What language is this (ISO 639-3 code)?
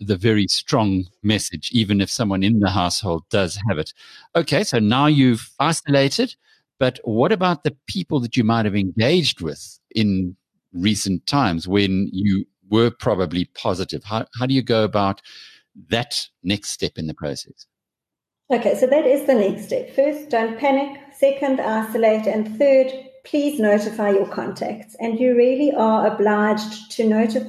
eng